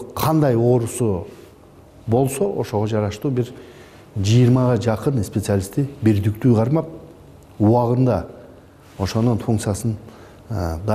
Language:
Kyrgyz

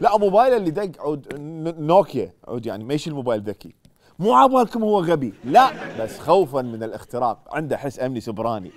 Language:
Mesopotamian Arabic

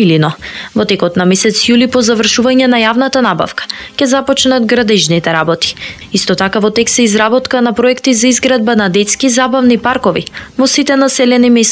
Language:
Macedonian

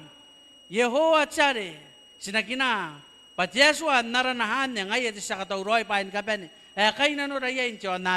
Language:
Gilbertese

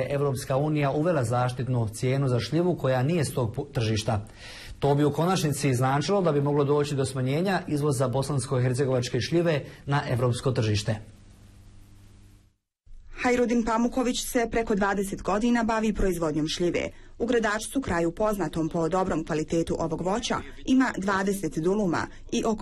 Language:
Bosnian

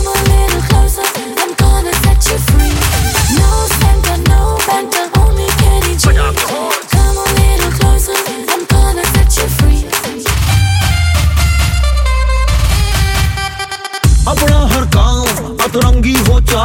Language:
Hindi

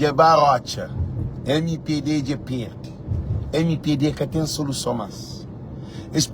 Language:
Kabuverdianu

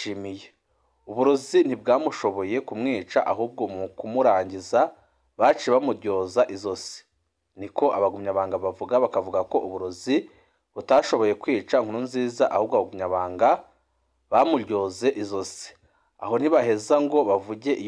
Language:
Rundi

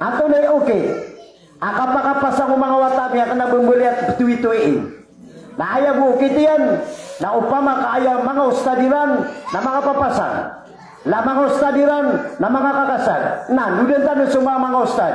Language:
Maranao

